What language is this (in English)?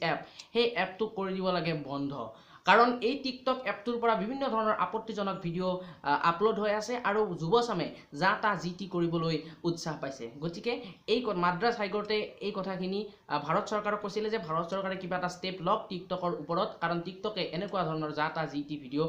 Assamese